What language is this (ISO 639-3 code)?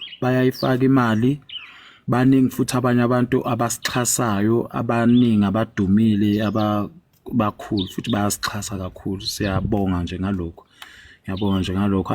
zul